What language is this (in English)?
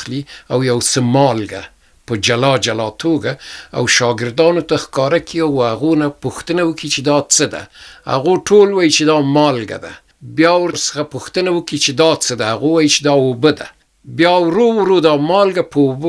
Pashto